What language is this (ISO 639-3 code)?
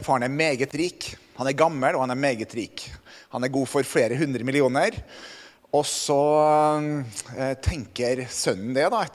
nor